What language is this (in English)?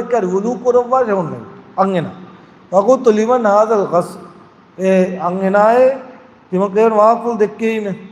Divehi